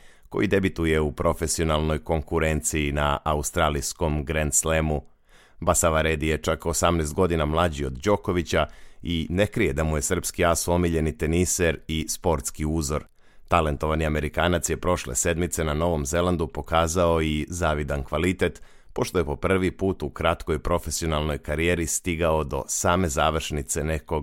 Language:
Serbian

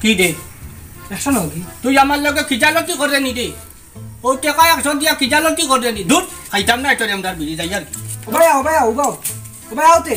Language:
Sylheti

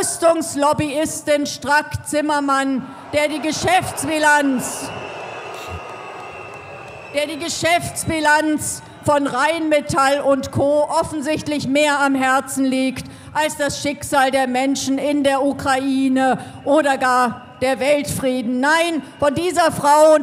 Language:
German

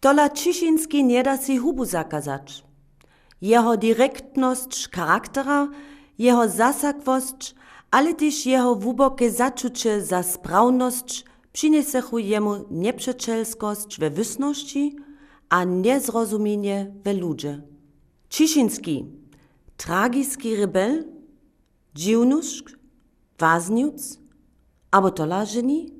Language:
Upper Sorbian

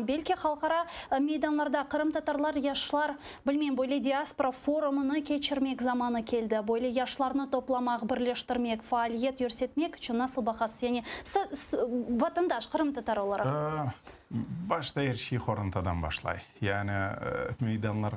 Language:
Crimean Tatar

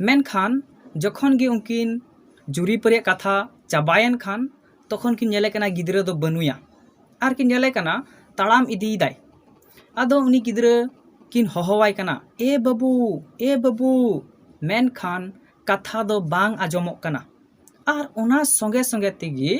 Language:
Santali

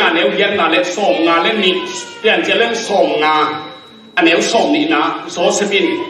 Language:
Tedim Chin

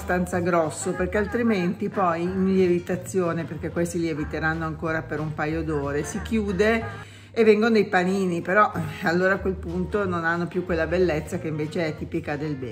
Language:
Italian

